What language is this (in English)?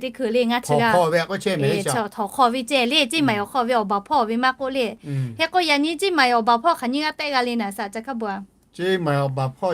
Lahu